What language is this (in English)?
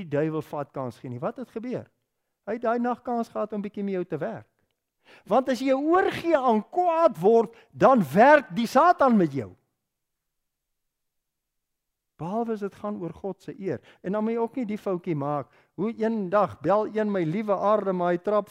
Afrikaans